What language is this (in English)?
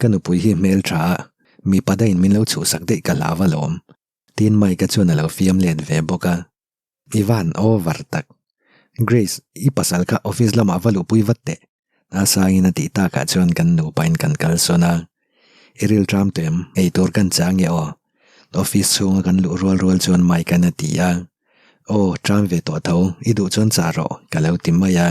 Mizo